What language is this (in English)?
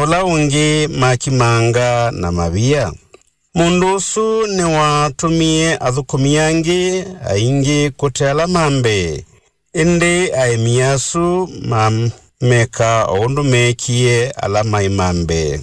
Kamba